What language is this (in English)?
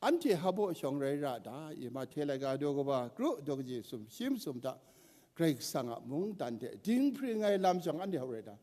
Kachin